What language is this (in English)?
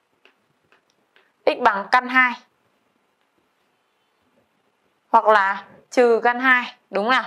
Vietnamese